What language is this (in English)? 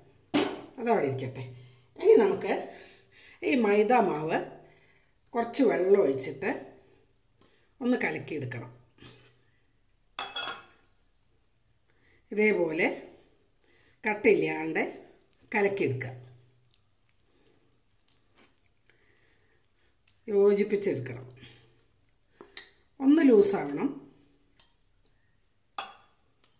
Malayalam